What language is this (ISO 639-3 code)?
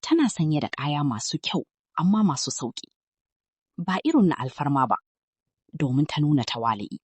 hau